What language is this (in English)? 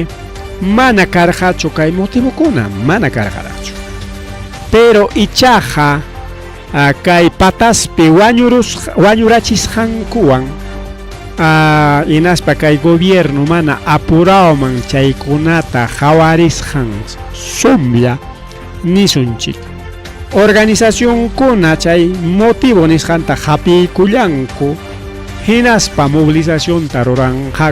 Ayacucho Quechua